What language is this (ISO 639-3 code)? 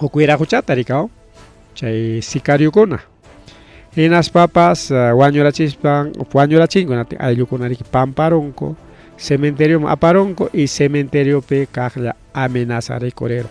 quy